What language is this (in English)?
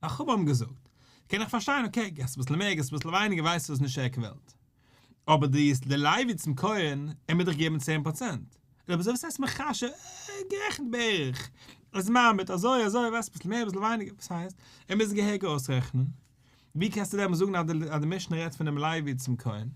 Yiddish